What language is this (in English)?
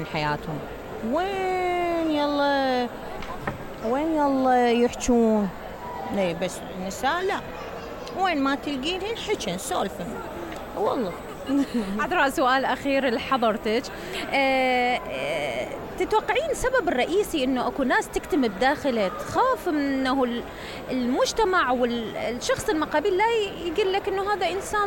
Mesopotamian Arabic